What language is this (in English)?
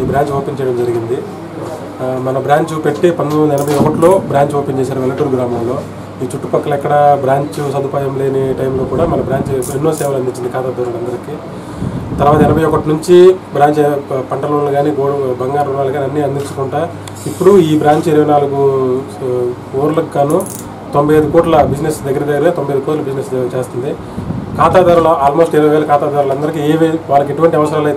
Telugu